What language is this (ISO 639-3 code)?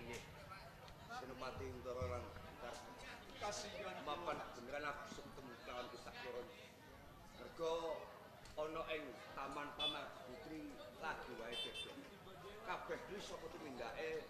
jav